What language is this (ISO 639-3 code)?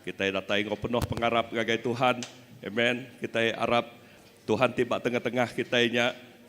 iba